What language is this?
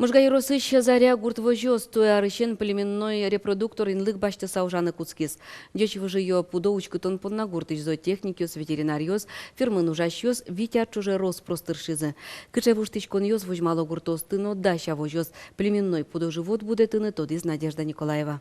Udmurt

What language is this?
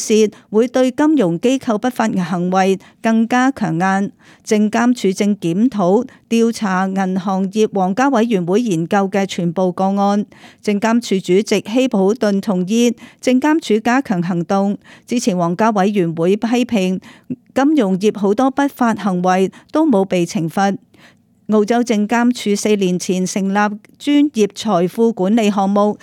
Cantonese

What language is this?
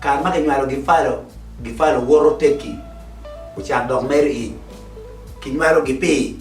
Acoli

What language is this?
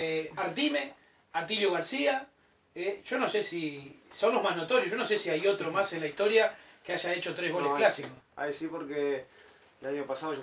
Spanish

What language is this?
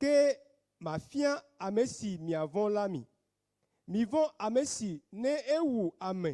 Ewe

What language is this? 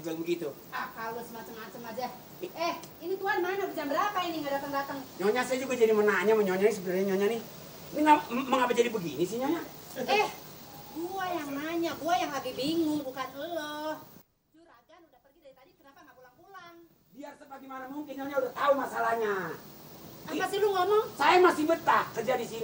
Betawi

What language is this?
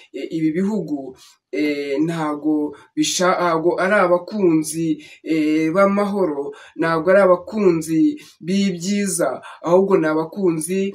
Kinyarwanda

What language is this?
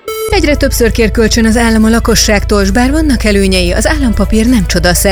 Hungarian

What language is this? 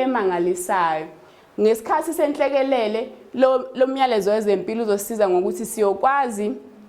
Zulu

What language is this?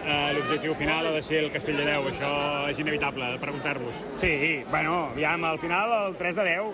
Catalan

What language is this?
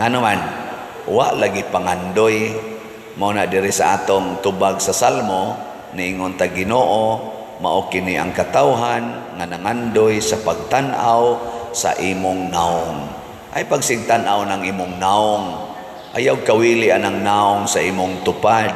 Cebuano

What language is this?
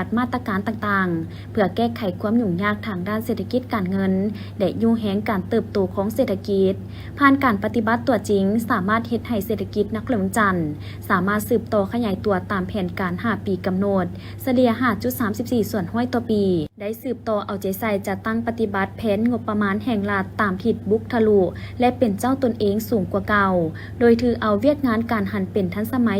Lao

